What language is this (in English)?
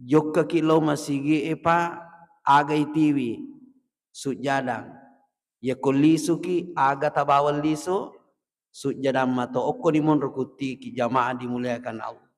Buginese